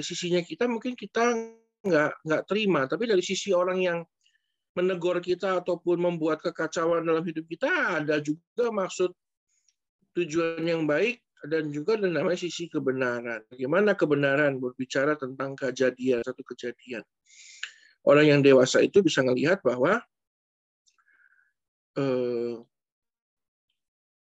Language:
Indonesian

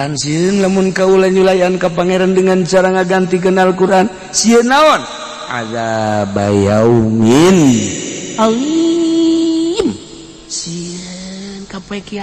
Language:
Sundanese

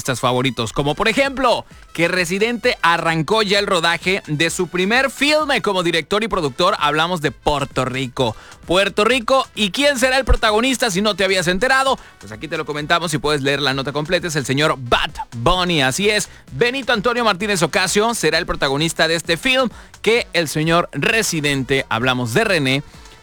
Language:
Spanish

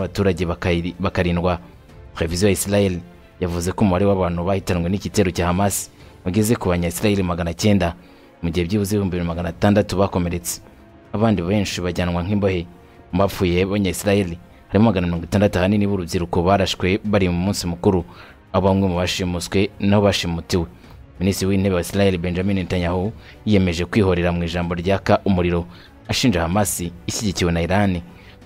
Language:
Kinyarwanda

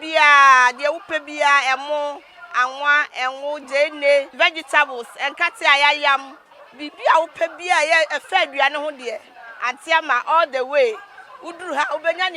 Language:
Akan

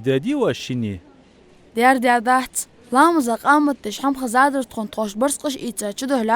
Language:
Ingush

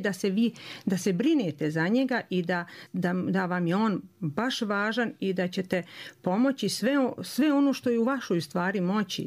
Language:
Croatian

